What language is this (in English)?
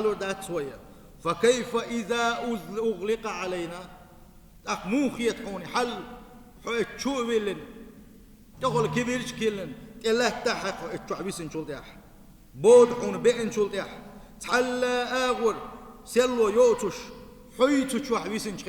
Chechen